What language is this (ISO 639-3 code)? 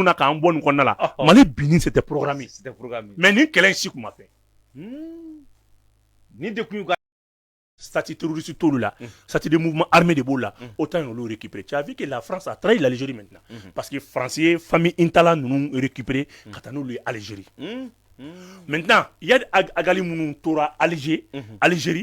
bam